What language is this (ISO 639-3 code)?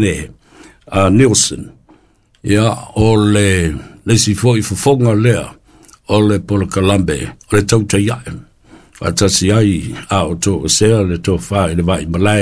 smo